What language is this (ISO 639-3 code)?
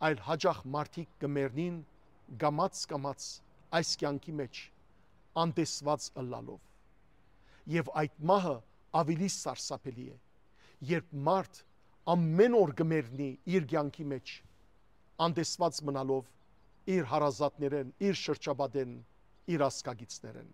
hyw